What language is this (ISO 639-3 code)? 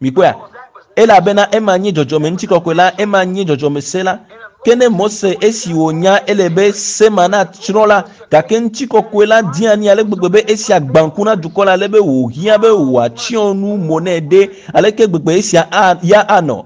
ewe